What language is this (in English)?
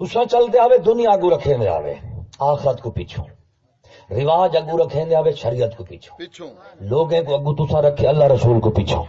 Saraiki